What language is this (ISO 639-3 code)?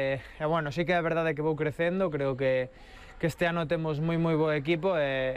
glg